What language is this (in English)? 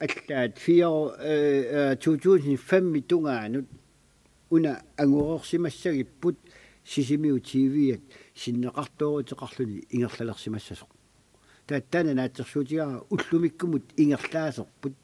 Kalaallisut